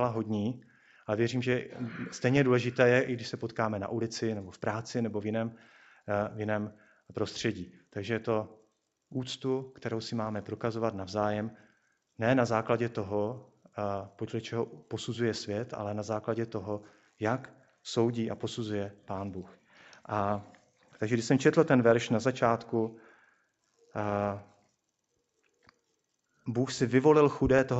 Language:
Czech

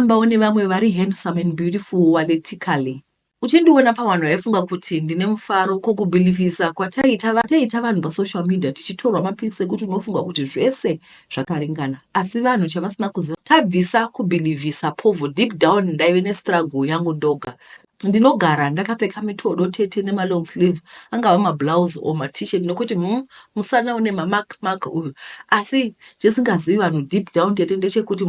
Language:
Shona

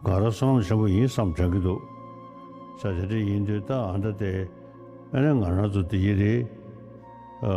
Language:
Ladakhi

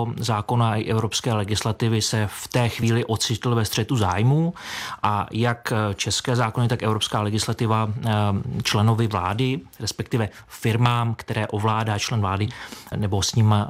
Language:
Czech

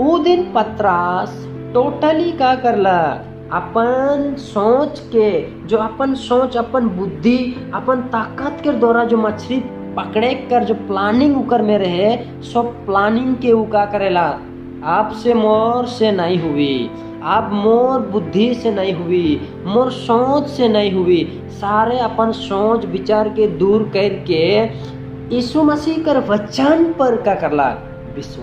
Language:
Sadri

